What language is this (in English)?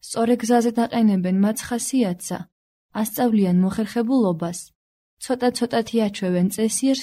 Georgian